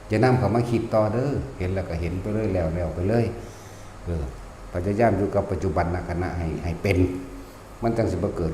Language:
Northeastern Thai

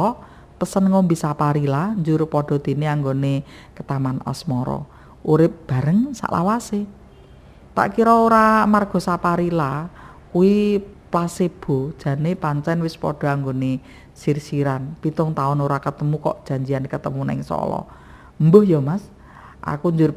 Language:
Javanese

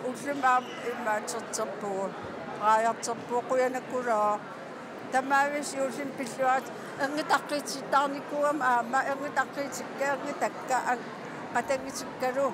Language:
Kalaallisut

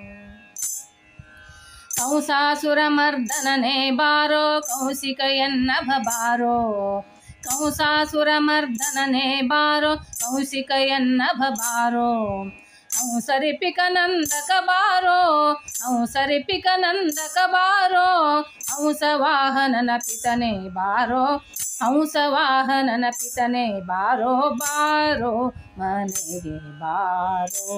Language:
Kannada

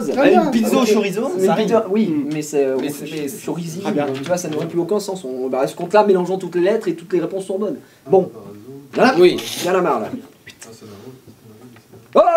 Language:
French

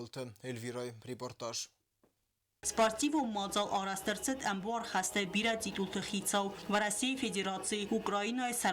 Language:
Ossetic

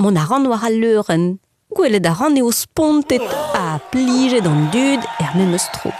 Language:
Breton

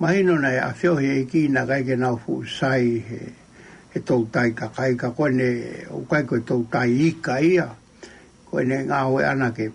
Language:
Tongan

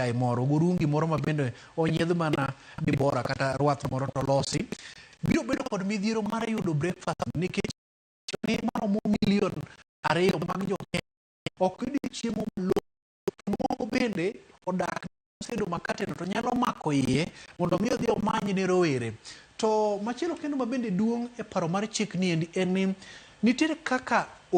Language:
Luo (Kenya and Tanzania)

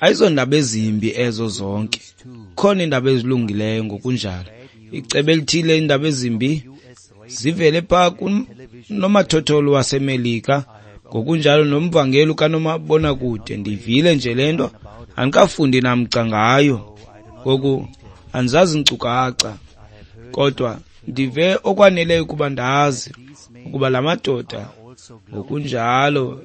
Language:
Xhosa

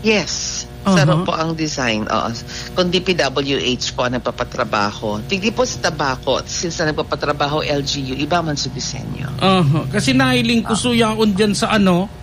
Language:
Bikol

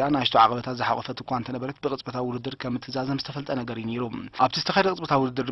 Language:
Tigrinya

